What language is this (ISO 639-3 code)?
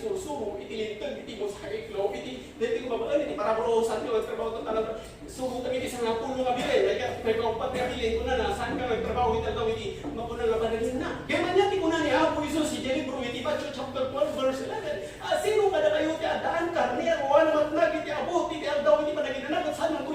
ilo